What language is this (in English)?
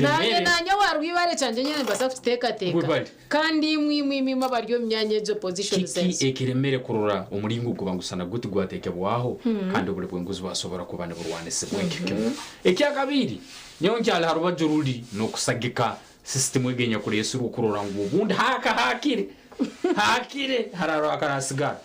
Nyankole